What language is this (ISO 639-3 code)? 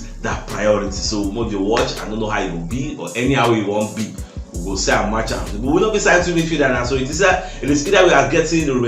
pcm